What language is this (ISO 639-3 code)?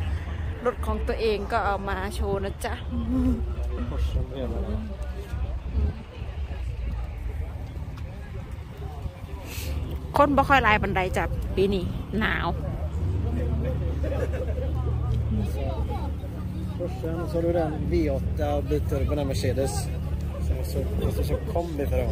swe